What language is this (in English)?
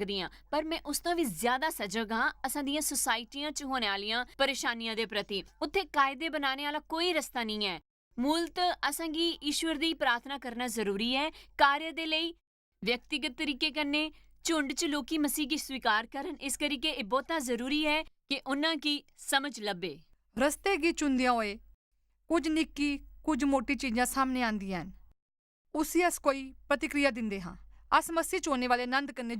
Dogri